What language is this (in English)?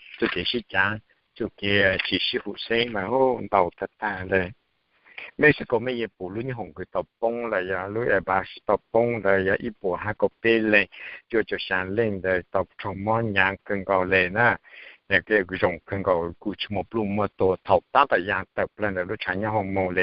Hmong